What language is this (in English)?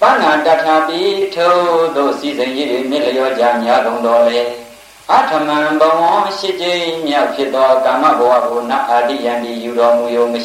Burmese